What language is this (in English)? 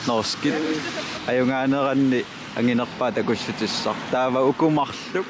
Kalaallisut